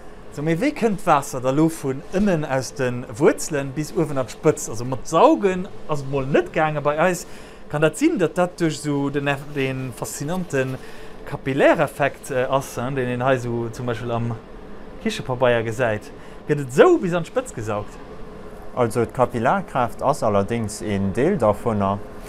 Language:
Luxembourgish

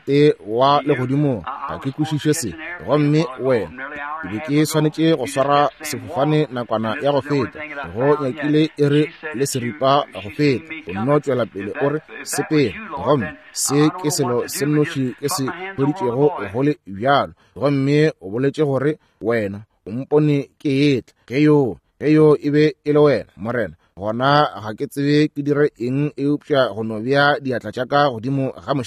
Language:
Northern Sotho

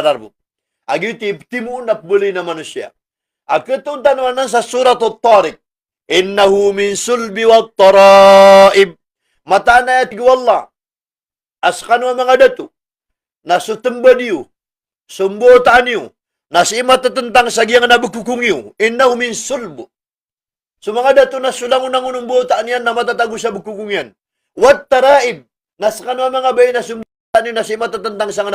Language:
Maranao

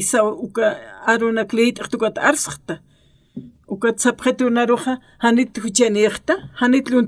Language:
Aymara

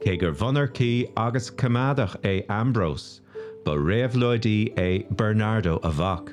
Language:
Irish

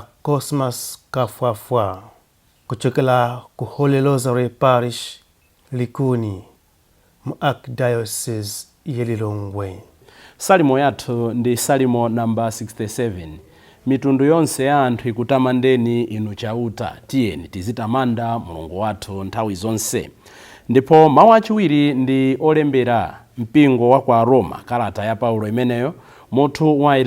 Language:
Nyanja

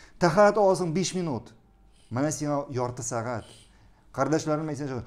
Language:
Tatar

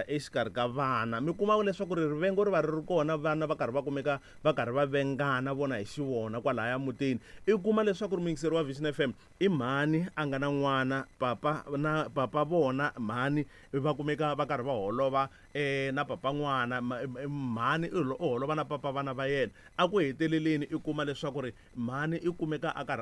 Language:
Tsonga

